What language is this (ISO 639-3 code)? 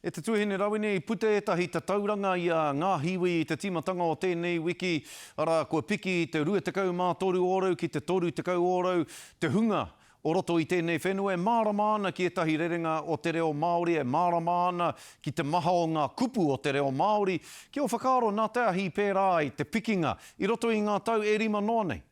mri